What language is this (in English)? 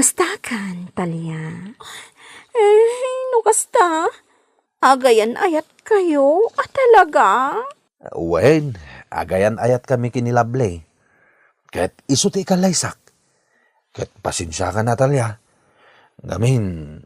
Iloko